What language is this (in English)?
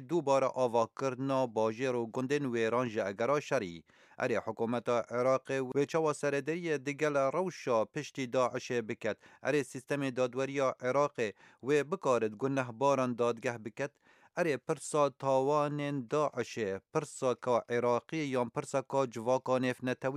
Kurdish